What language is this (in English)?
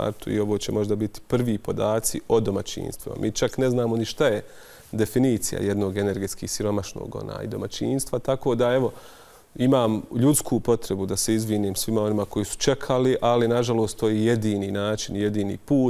Bosnian